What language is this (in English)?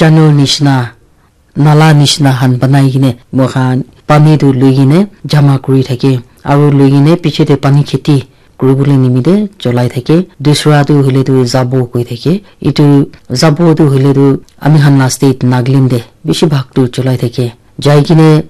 Naga Pidgin